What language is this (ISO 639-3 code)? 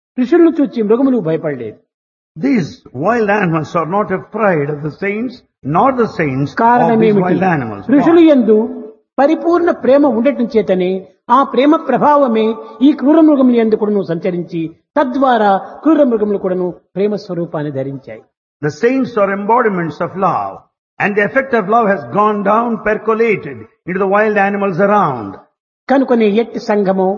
tel